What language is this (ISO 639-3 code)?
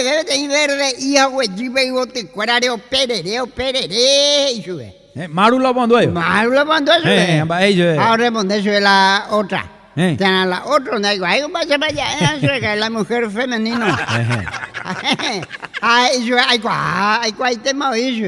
grn